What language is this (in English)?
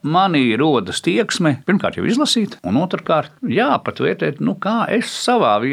Latvian